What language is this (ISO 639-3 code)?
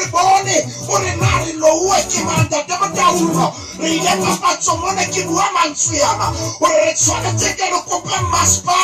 sot